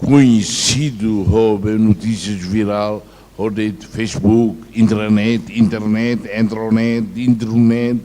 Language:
Tetum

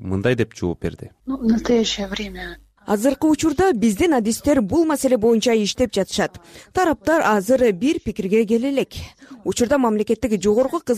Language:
Kyrgyz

